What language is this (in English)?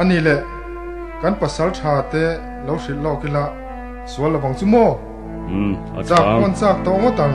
Hakha Chin